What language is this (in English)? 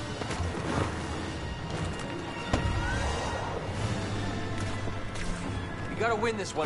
English